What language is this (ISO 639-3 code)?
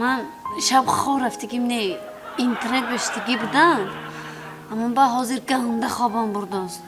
tgk